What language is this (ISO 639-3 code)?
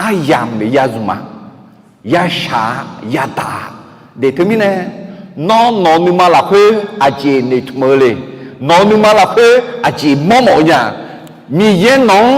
ahk